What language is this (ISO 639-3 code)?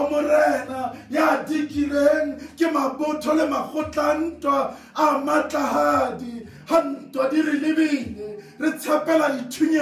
sot